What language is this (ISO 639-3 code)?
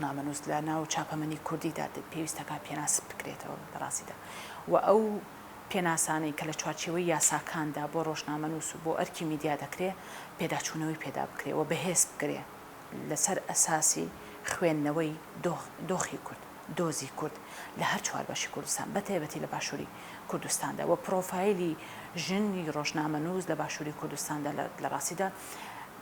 ckb